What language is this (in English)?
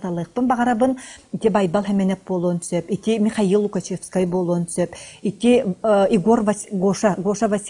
Yakut